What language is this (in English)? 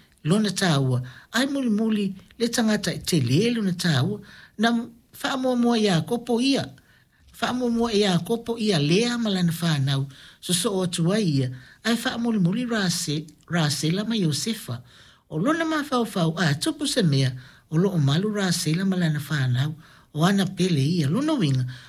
Samoan